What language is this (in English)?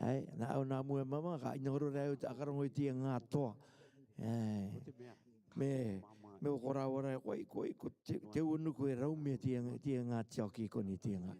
Rarotongan